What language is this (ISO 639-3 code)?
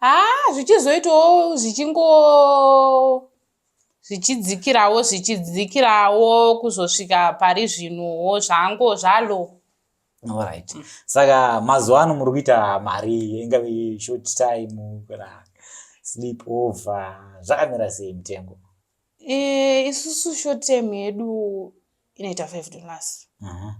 sna